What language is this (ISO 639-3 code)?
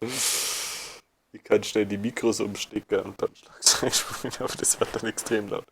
bar